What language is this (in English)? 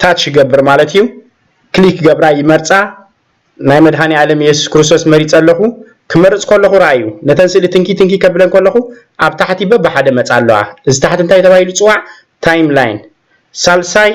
Tigrinya